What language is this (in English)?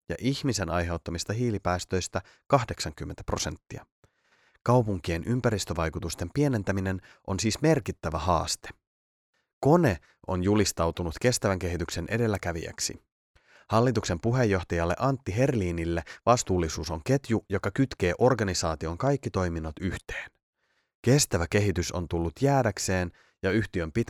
Finnish